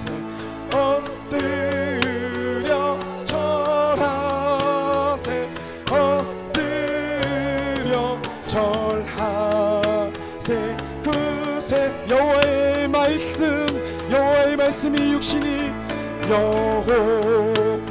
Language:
Korean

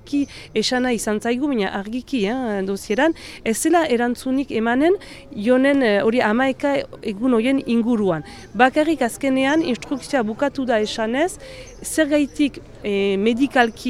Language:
Basque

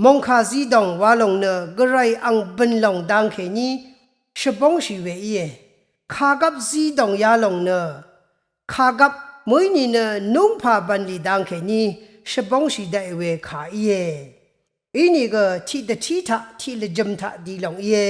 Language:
Rawang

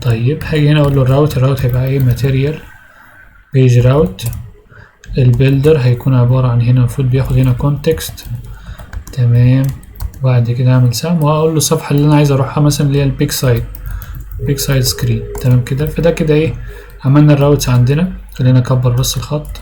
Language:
Egyptian Arabic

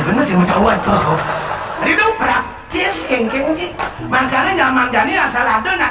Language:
Balinese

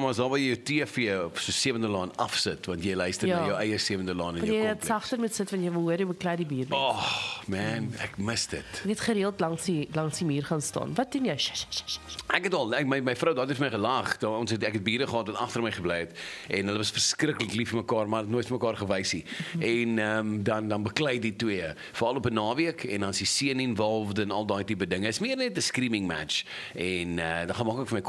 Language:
Afrikaans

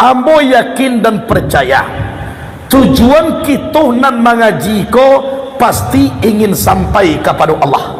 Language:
Minangkabau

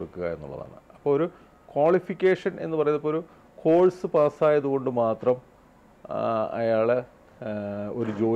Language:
Malayalam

